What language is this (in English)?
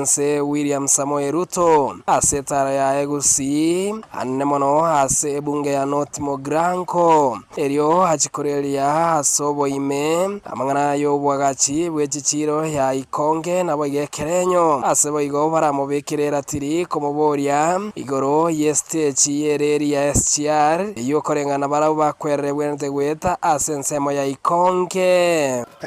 Gusii